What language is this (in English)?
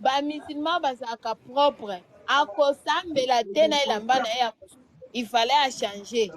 Lingala